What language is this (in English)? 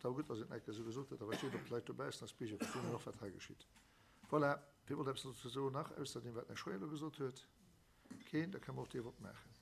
Luxembourgish